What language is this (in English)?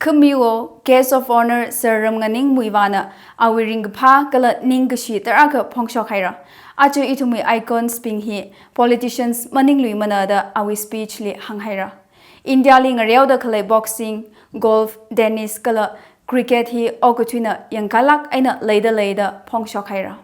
Tangkhul Naga (India)